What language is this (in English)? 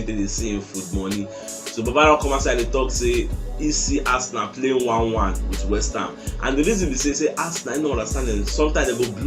Nigerian Pidgin